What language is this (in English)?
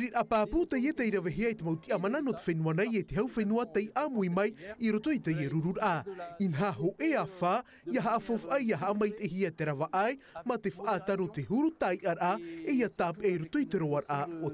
Tahitian